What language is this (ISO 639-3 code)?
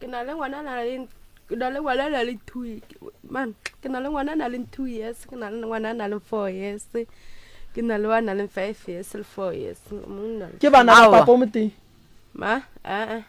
nso